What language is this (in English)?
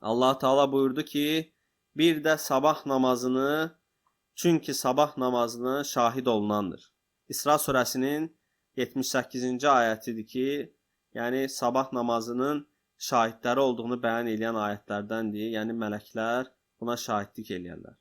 Azerbaijani